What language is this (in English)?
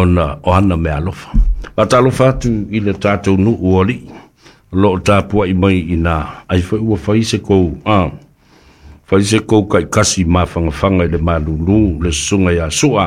Samoan